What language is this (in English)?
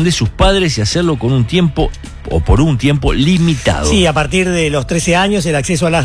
Spanish